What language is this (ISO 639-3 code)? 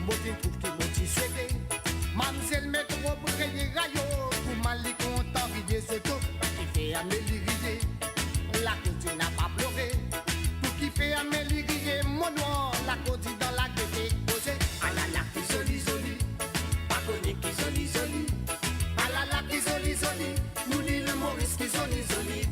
mfe